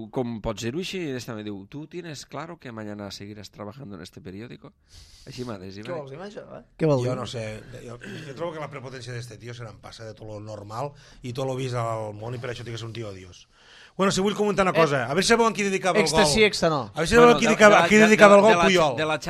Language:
Catalan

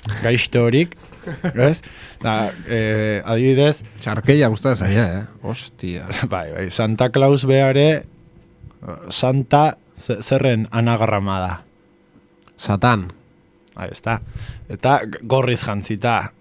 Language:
Basque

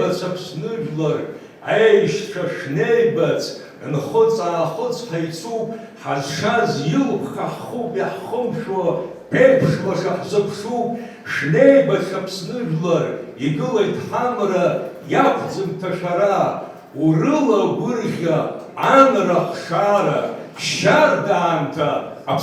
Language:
Abkhazian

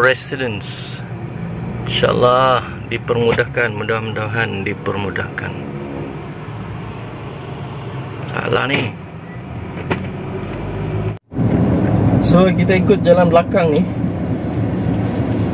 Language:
Malay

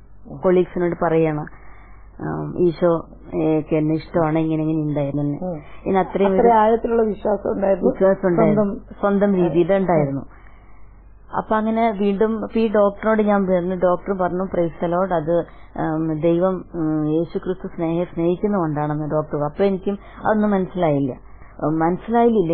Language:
Malayalam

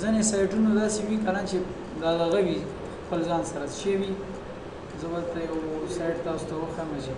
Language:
Pashto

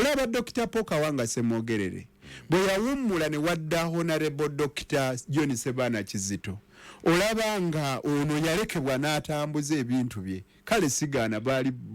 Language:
Ganda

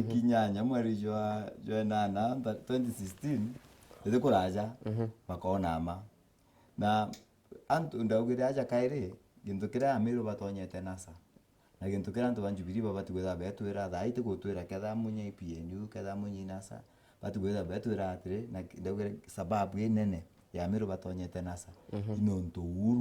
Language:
Meru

